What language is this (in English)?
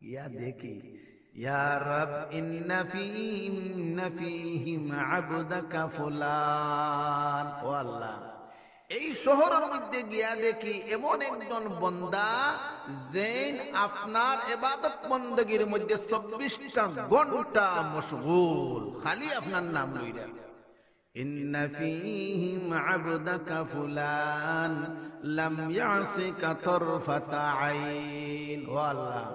Sylheti